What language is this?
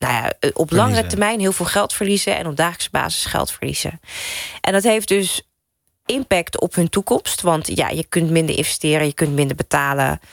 Dutch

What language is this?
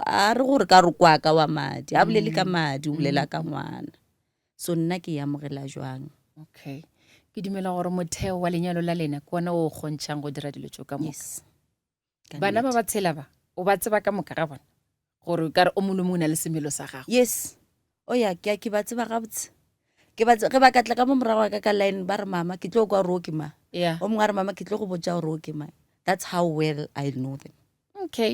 Northern Sotho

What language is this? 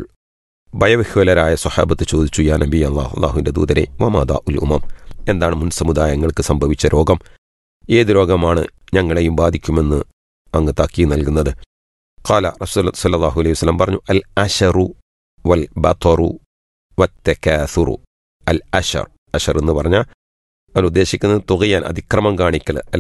Malayalam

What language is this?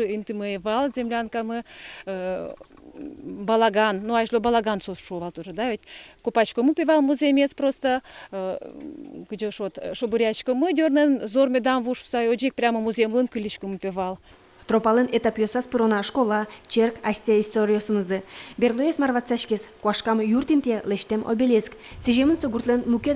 Udmurt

